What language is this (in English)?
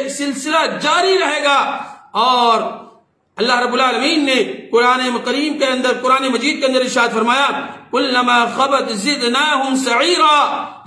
Urdu